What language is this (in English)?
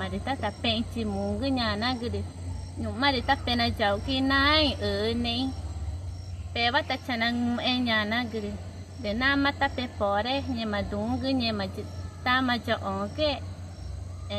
Ticuna